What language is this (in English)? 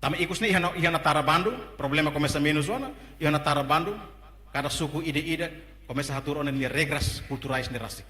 Tetum